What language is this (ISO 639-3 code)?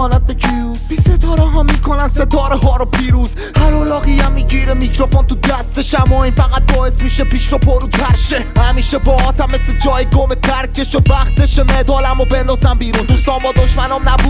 fas